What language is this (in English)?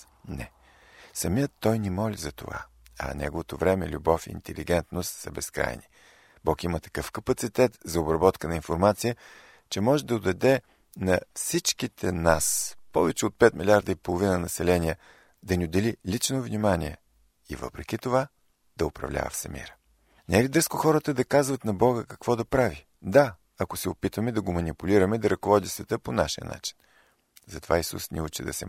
Bulgarian